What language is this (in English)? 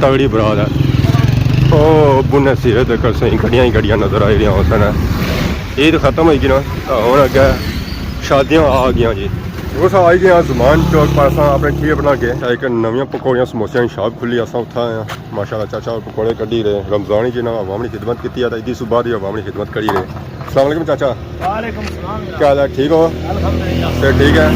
Pahari-Potwari